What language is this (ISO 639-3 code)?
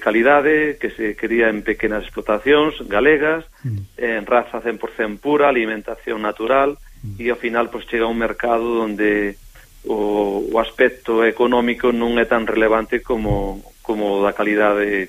glg